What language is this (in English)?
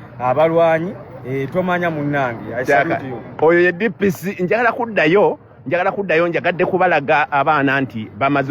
Ganda